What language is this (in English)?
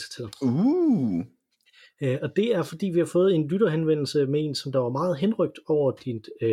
Danish